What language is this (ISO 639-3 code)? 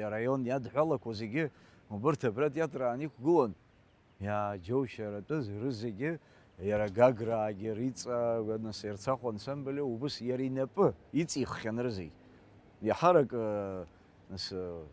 abk